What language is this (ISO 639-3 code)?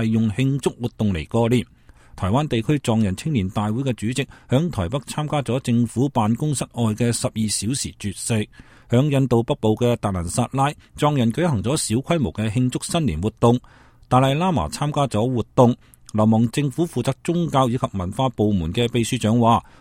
yue